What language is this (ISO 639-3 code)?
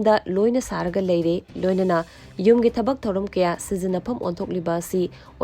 mni